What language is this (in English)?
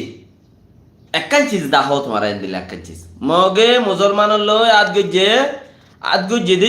Rohingya